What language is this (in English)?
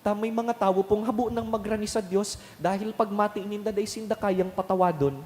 Bikol